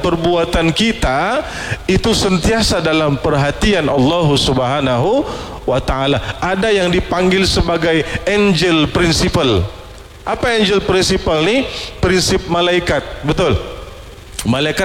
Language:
Malay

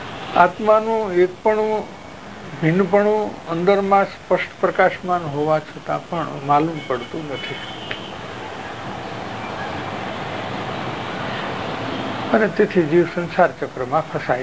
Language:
Gujarati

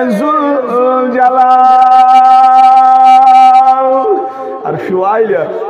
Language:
Kashmiri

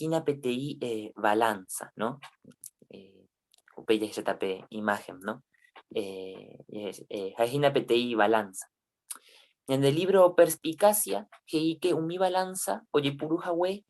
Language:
Guarani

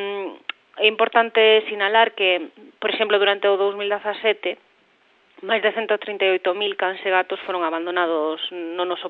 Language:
Galician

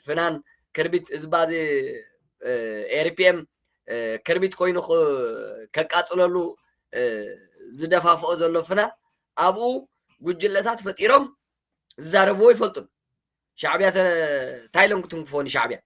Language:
Tigrinya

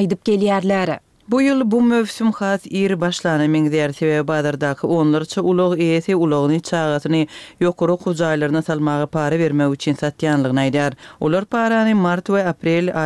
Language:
Turkmen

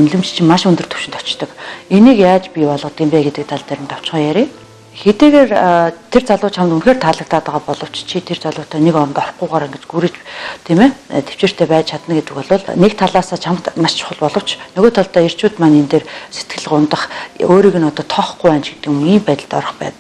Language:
Mongolian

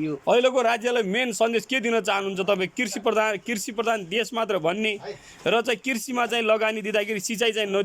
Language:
Nepali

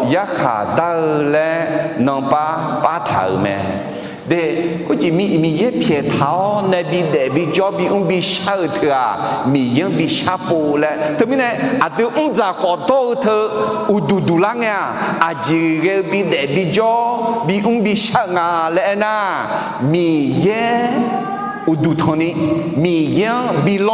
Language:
Akha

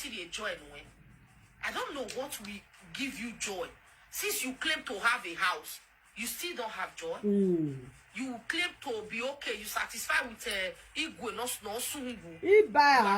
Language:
Nigerian Pidgin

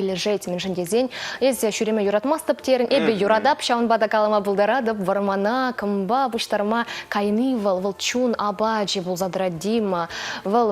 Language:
Chuvash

